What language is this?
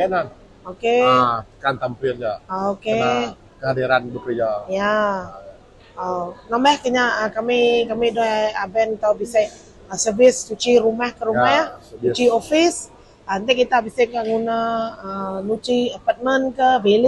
Iban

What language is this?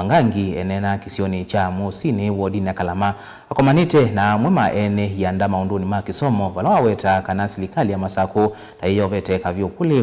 Kamba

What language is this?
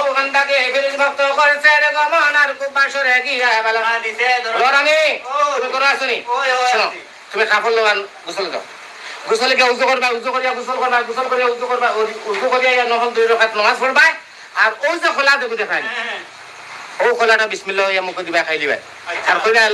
Sylheti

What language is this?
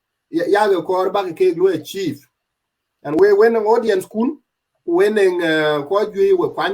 Dinka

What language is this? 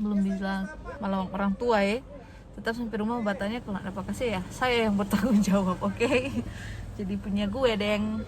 Manado Malay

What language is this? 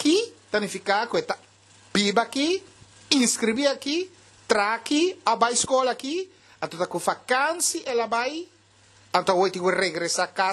Papiamento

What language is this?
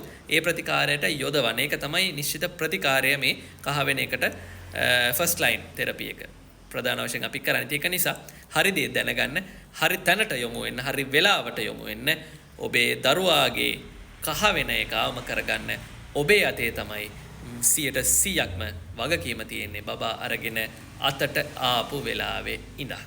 Sinhala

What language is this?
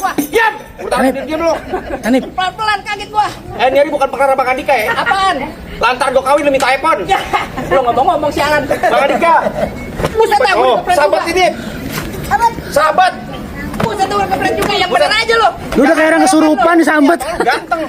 Betawi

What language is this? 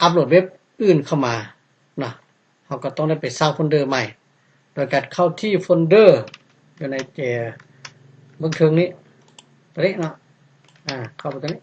Lao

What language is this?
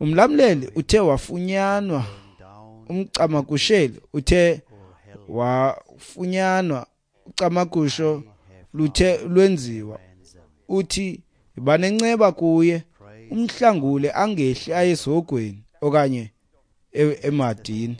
Xhosa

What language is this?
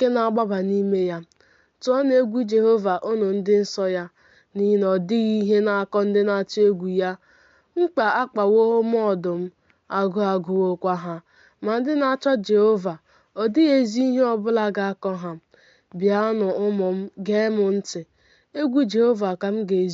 Igbo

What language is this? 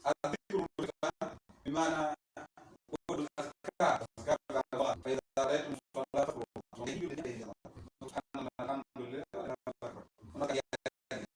Pular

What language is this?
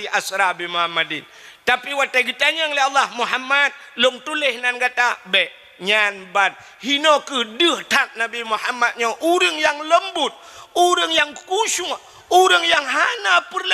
Achinese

